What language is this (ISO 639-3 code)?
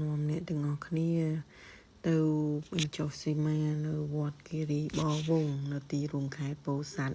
khm